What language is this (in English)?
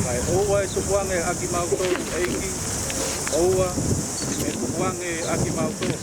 Tongan